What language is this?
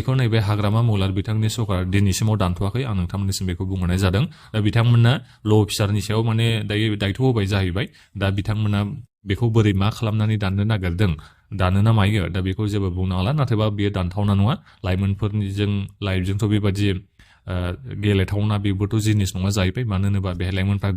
Bodo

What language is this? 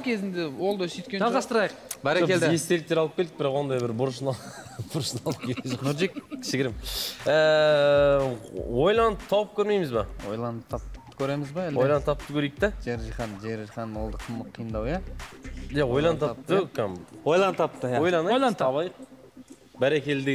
Kazakh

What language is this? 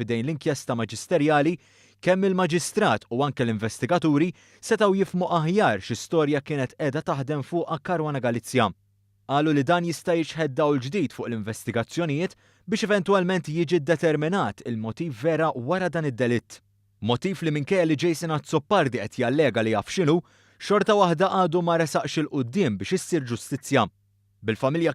Maltese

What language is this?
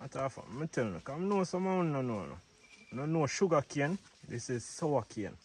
Jamaican Creole English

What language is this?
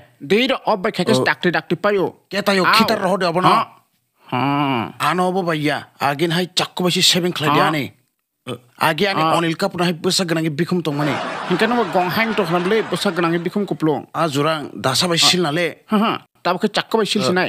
Kok Borok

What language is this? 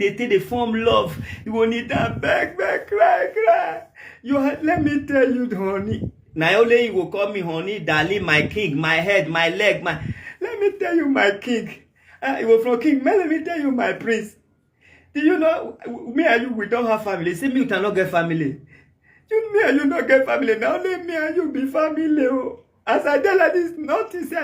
Nigerian Pidgin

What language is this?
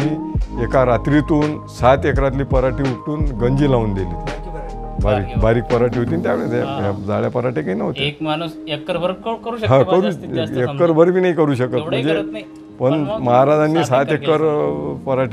Marathi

